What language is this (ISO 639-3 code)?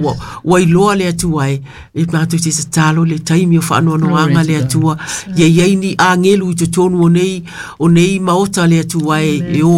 smo